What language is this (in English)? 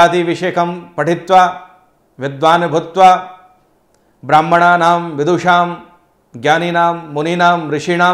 Sanskrit